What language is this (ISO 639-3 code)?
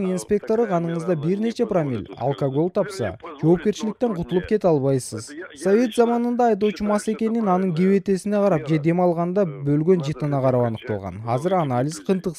kir